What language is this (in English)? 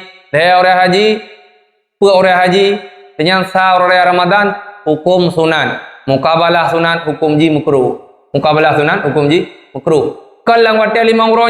Achinese